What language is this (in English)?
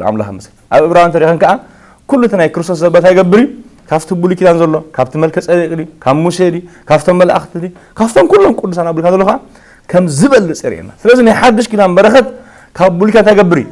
Tigrinya